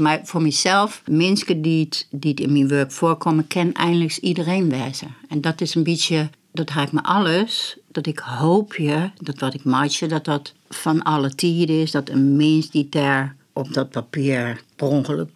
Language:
Western Frisian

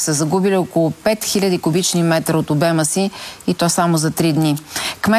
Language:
Bulgarian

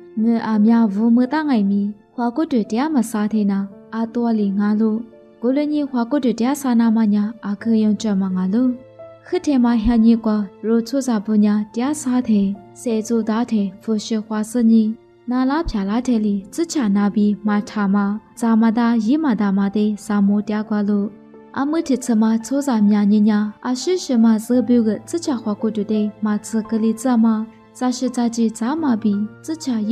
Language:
Lisu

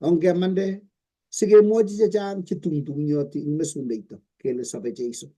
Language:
Kalenjin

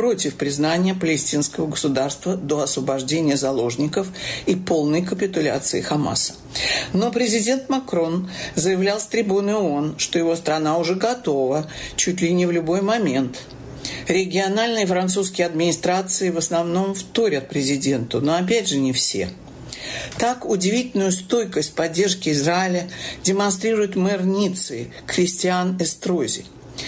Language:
Russian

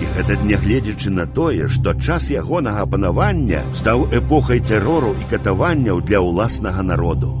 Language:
Belarusian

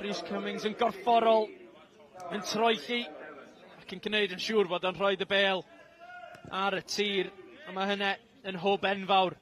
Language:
Welsh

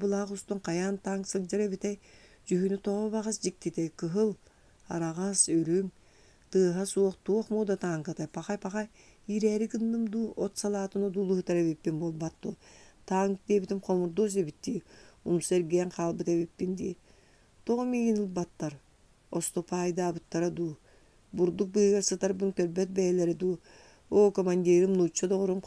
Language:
Yakut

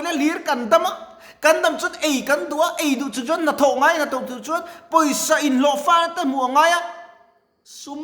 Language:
Mizo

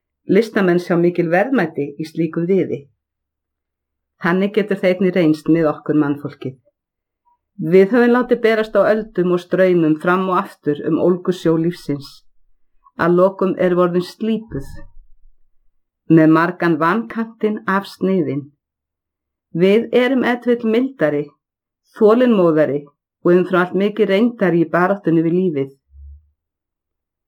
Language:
Icelandic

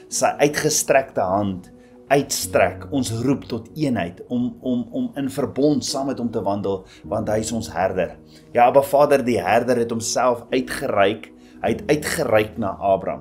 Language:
Afrikaans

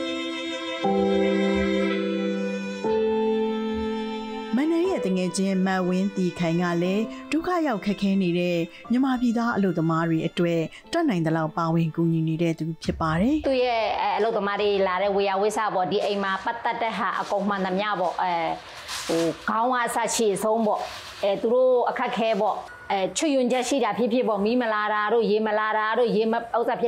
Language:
Burmese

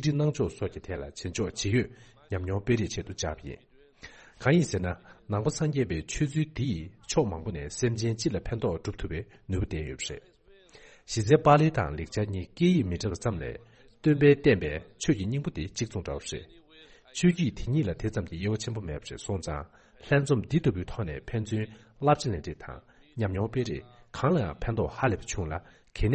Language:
Tibetan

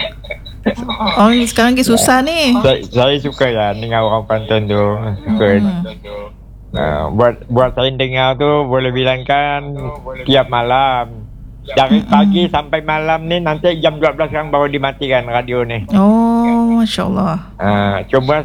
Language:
Malay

